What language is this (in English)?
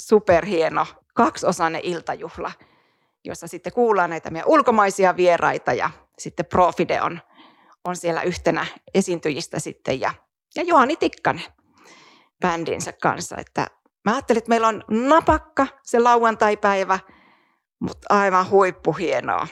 Finnish